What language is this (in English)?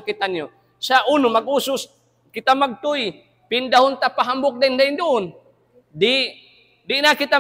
Tausug